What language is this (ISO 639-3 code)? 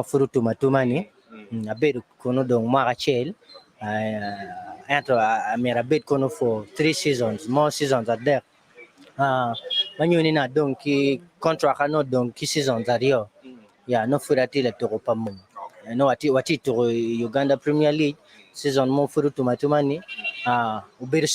ach